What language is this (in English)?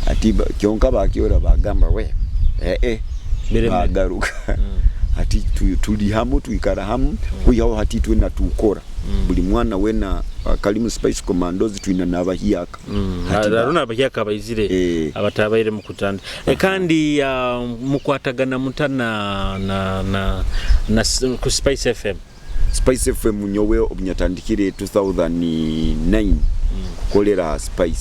Nyoro